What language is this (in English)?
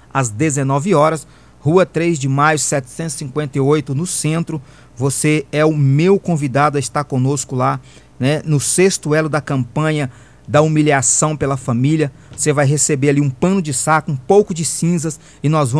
Portuguese